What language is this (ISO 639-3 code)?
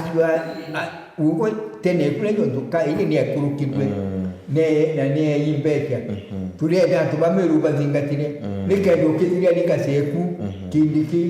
mer